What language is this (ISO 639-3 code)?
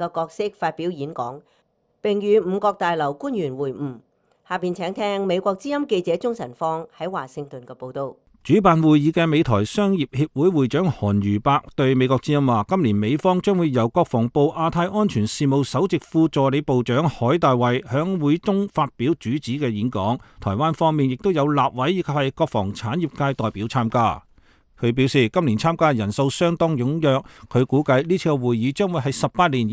yue